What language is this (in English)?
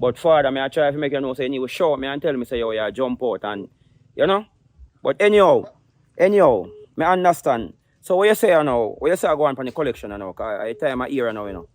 Jamaican Creole English